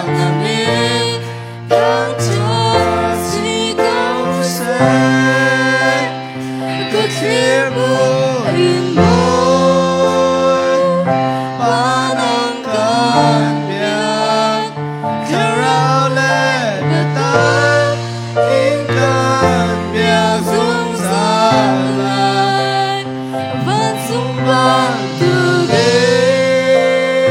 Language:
Hakha Chin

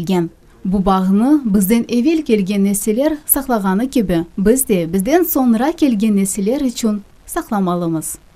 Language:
Crimean Tatar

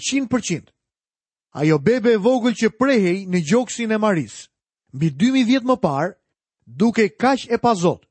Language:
Albanian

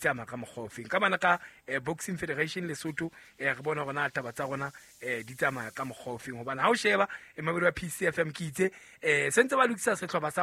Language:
Southern Sotho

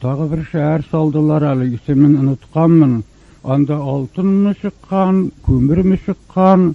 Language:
Tatar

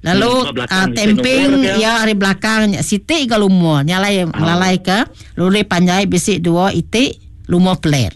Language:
Iban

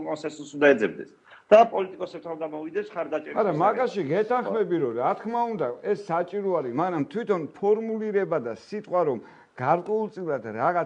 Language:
Georgian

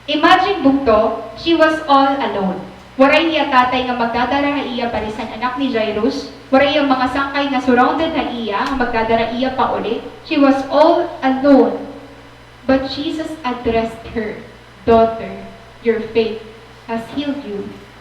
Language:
Waray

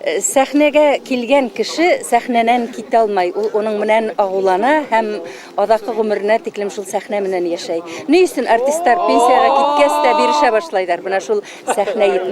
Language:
Bashkir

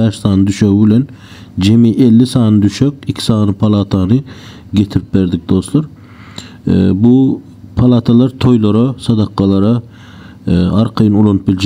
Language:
Turkmen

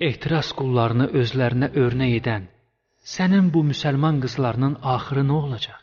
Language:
Azerbaijani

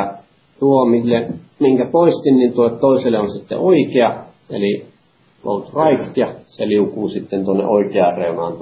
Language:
Finnish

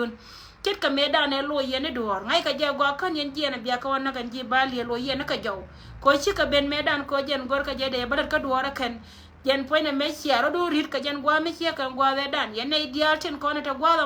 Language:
Nuer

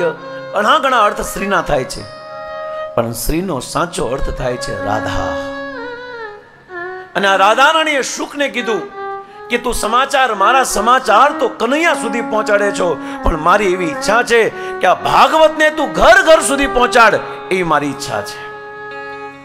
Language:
Gujarati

